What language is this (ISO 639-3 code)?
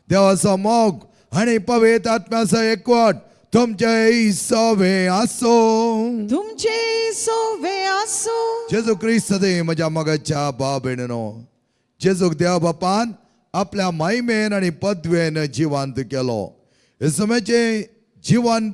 kok